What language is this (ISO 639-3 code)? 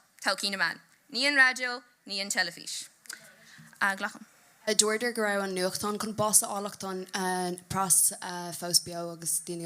gle